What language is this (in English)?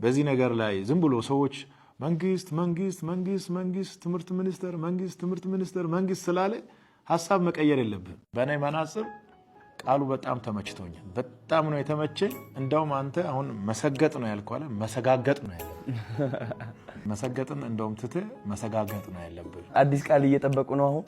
Amharic